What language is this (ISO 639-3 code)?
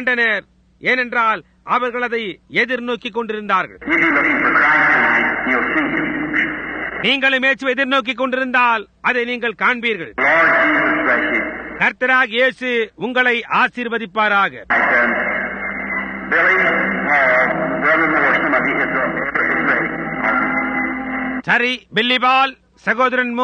tam